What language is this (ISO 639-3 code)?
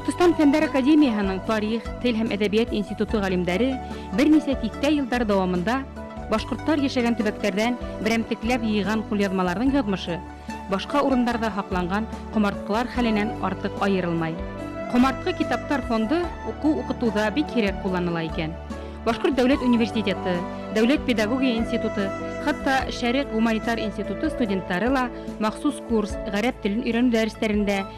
bak